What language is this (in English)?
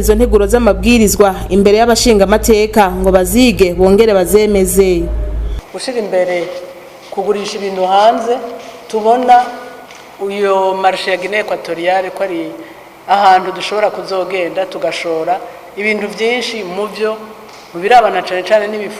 Rundi